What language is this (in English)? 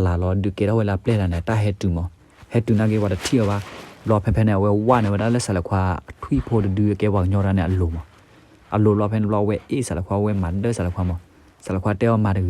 S'gaw Karen